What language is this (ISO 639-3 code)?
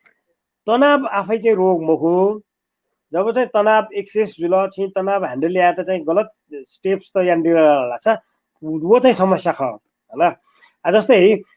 new